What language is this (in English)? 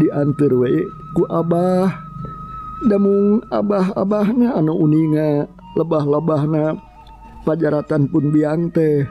Sundanese